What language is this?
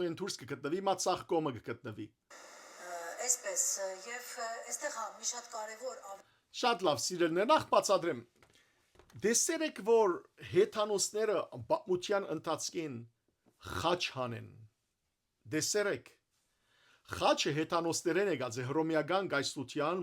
Western Armenian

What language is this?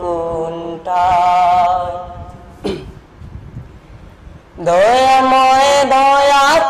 Bangla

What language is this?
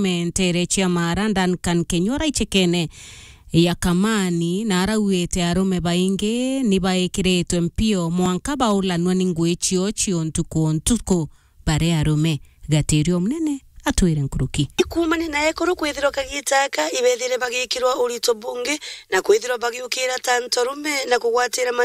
Meru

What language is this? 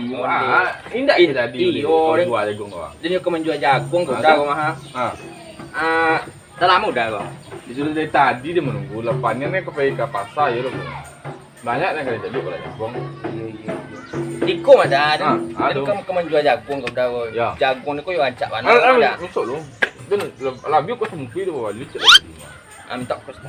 Minangkabau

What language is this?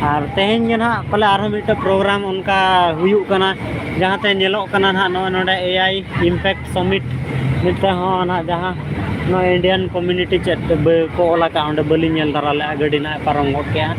Santali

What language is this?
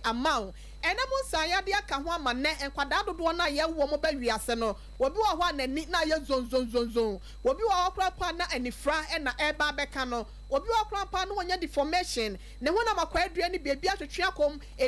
Akan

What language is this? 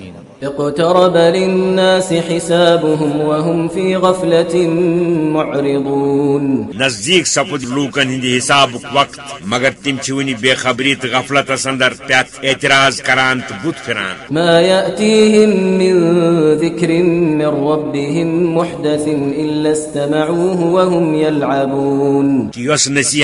Kashmiri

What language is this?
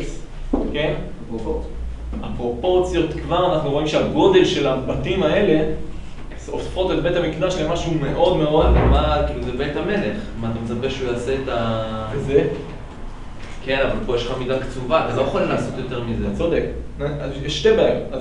Hebrew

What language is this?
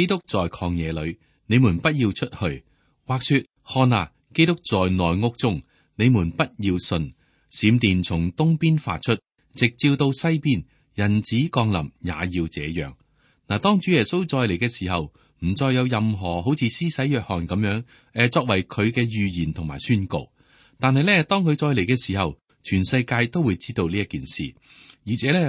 Cantonese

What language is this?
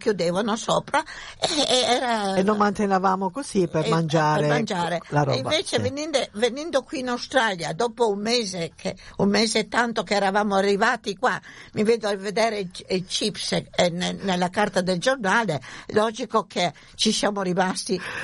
Italian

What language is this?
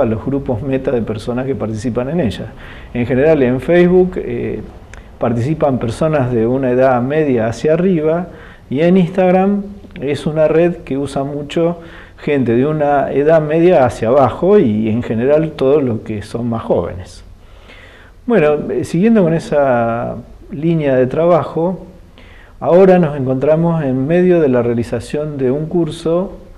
Spanish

